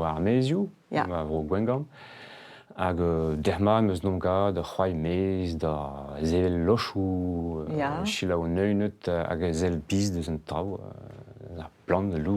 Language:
Breton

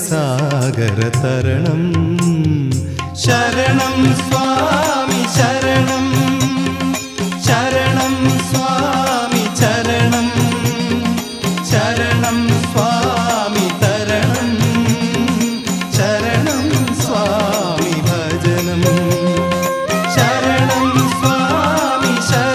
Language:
Malayalam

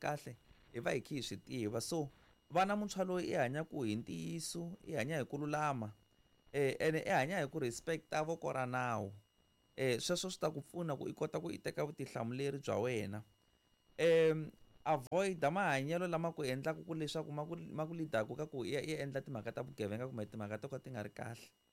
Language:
Tsonga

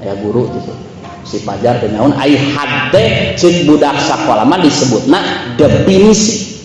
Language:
Sundanese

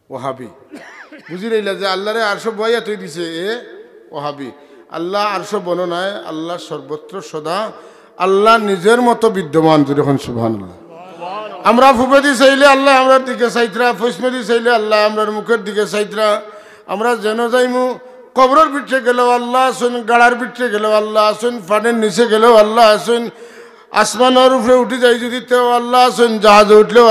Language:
Sylheti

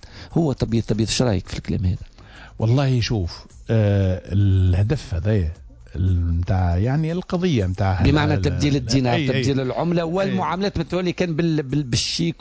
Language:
Tunisian Arabic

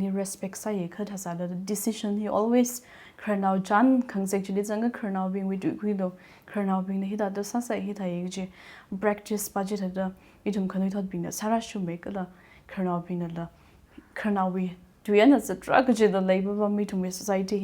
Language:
Tangkhul Naga (India)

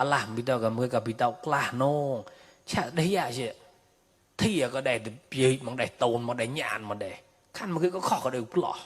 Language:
Mon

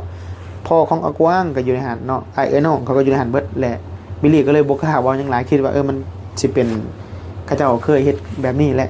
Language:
Northeastern Thai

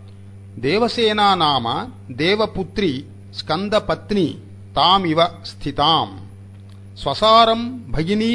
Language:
Sanskrit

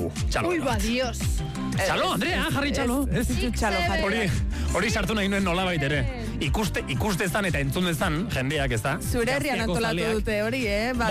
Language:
Basque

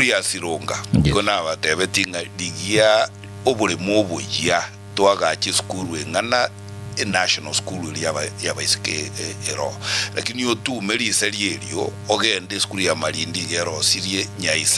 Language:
Gusii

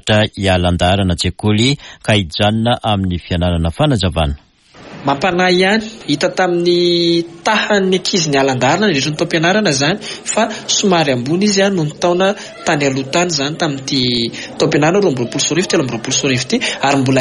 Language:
Malagasy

